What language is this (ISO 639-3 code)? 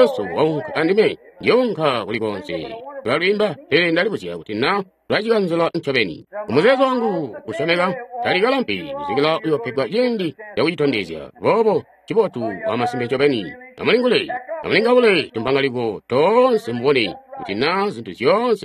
toi